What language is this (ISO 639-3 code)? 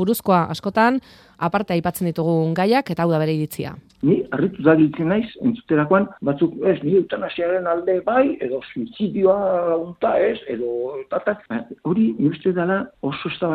eus